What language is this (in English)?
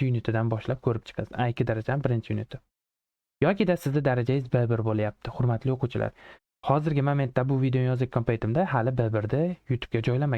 Uzbek